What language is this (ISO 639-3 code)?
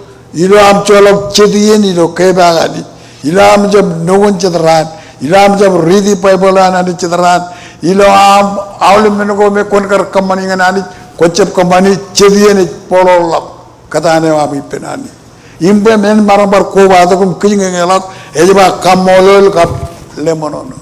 mah